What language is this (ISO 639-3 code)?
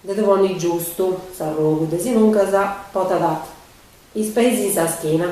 srd